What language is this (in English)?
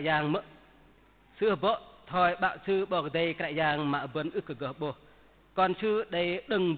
Bahnar